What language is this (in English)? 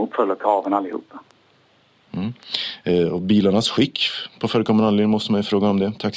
Swedish